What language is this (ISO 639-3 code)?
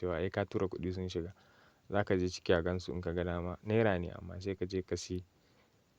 hau